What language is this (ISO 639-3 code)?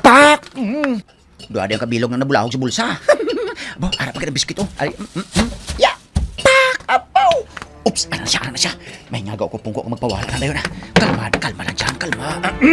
hil